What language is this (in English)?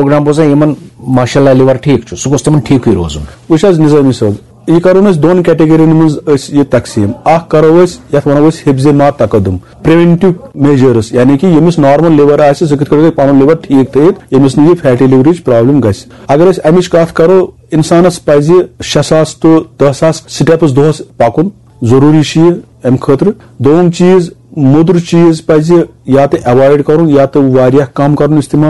Kashmiri